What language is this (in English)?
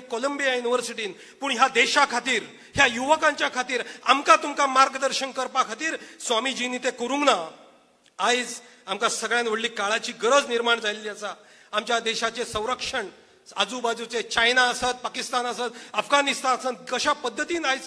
Konkani